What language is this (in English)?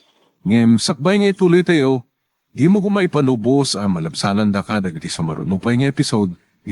Iloko